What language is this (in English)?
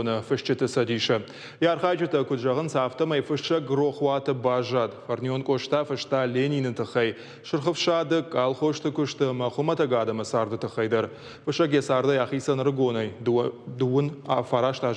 Ossetic